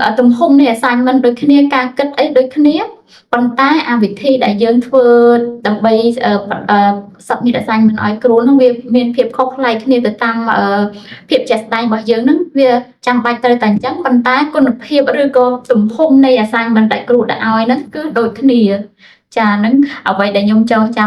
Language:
Khmer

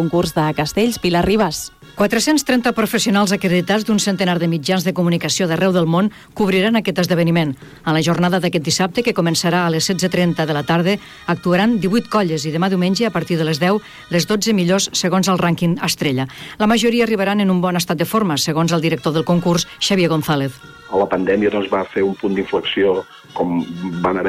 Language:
Catalan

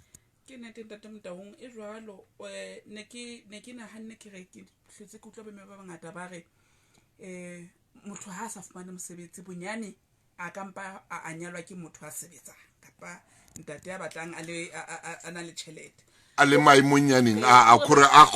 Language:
Southern Sotho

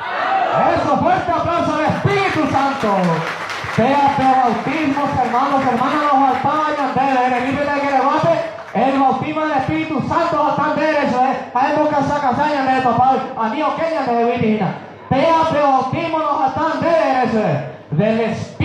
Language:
Guarani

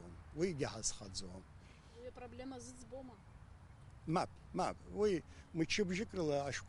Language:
Abkhazian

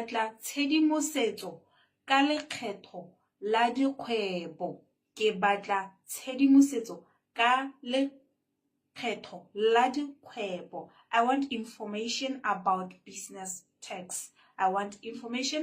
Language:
Tswana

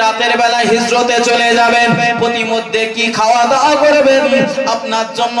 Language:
Bangla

